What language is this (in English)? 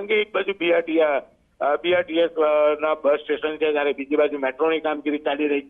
Gujarati